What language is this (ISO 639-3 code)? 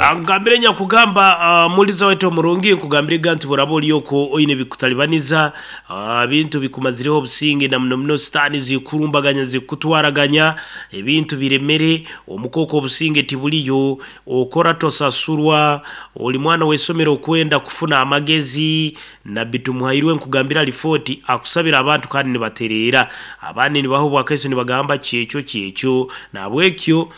nyo